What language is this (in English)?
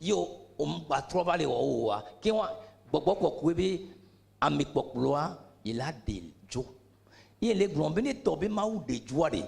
Ewe